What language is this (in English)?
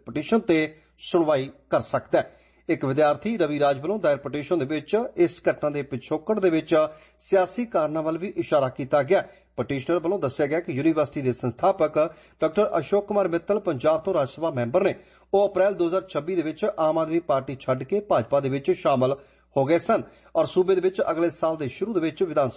Punjabi